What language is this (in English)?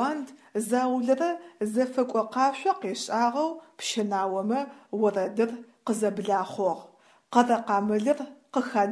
Adyghe